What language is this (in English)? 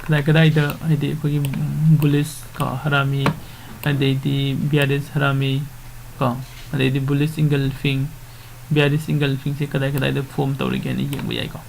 Manipuri